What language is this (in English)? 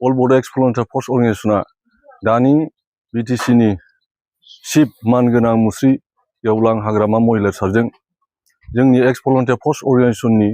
Bodo